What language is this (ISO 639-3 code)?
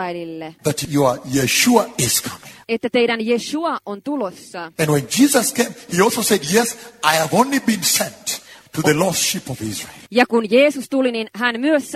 fin